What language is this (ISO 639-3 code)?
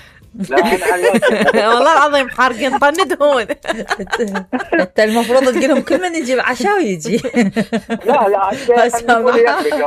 acm